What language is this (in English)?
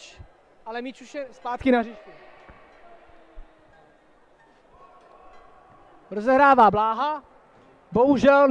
Czech